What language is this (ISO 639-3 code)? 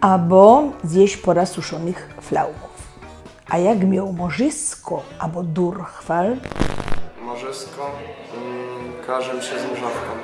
szl